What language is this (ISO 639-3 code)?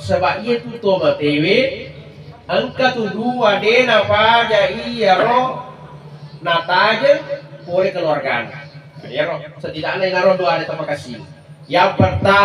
bug